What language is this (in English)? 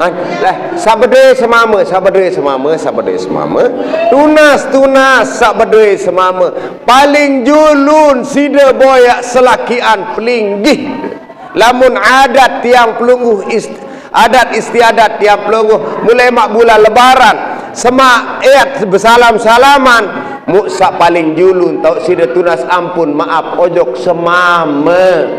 Sasak